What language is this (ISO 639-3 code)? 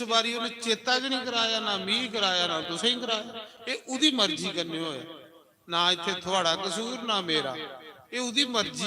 doi